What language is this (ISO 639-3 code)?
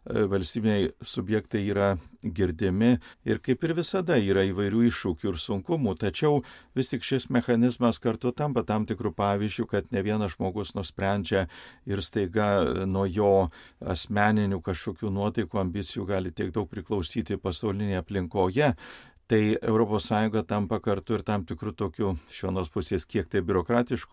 lit